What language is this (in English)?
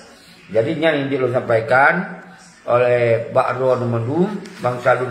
Achinese